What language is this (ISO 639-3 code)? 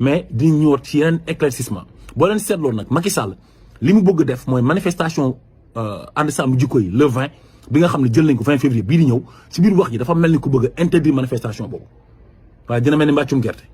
wol